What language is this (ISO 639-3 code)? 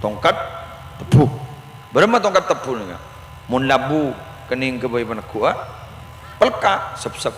mad